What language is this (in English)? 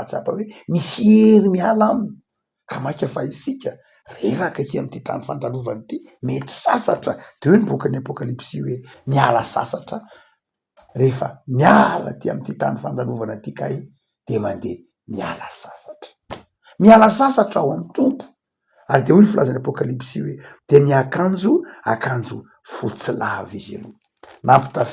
Malagasy